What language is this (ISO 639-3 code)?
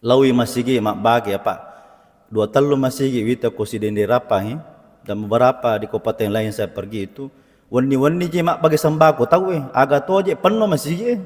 bug